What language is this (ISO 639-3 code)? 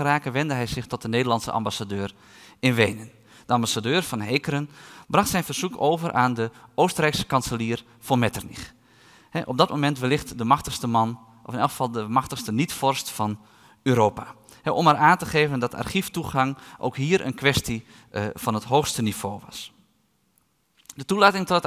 nld